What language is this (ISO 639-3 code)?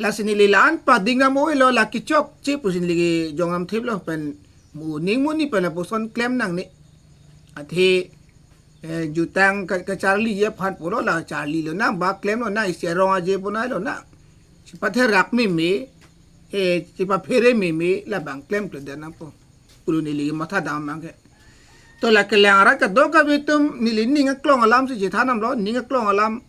mjw